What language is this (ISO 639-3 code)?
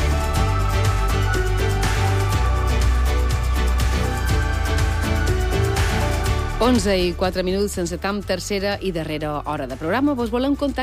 cat